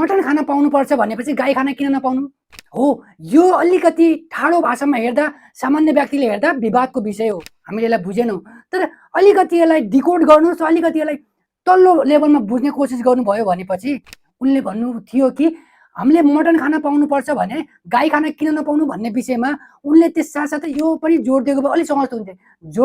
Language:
Nepali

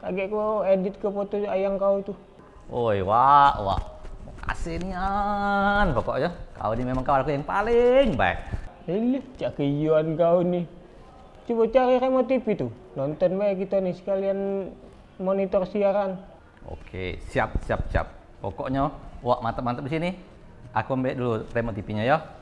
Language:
Musi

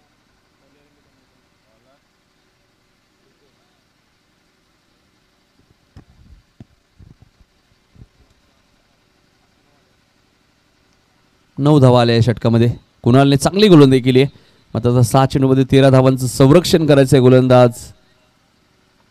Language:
Marathi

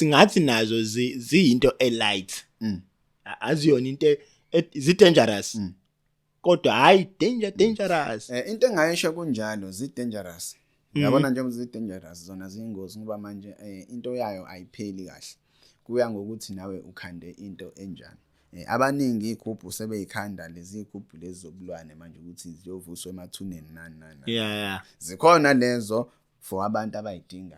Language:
Zulu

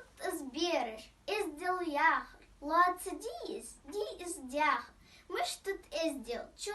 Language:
Ingush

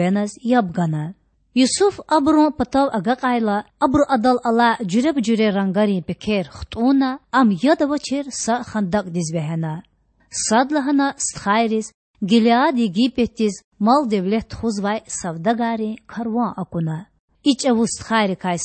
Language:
Lezghian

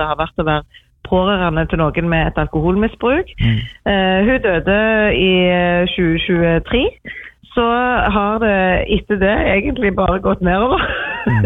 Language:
Norwegian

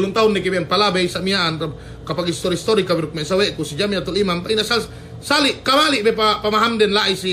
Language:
Yakan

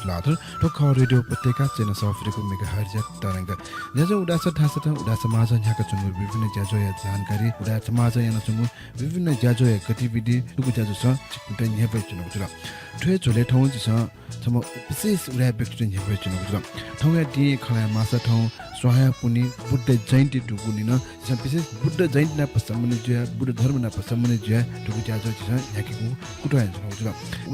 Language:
Newari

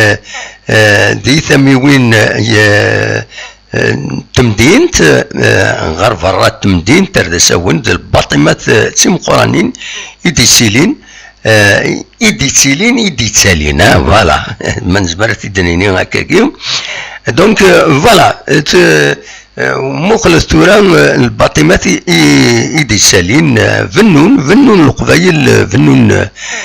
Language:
Kabyle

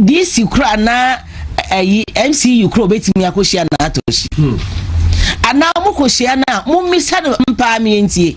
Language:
Akan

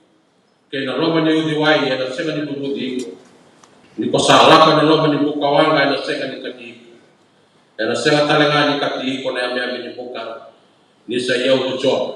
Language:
Fijian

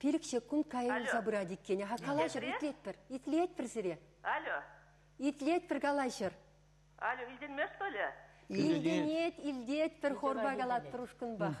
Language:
Chuvash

